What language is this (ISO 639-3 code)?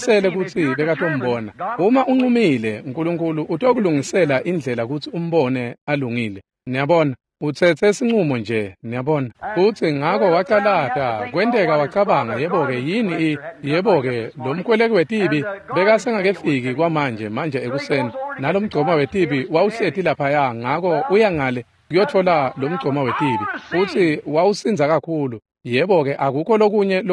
ssw